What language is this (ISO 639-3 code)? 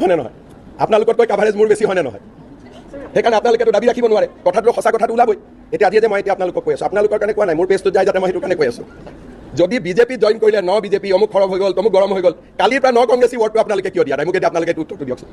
asm